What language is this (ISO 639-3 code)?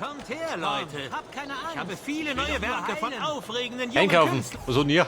bar